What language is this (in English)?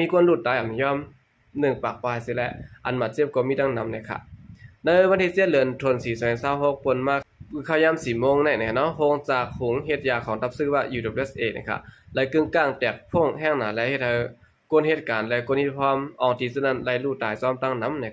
Shan